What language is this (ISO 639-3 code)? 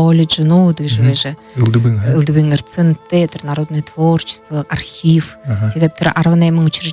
bua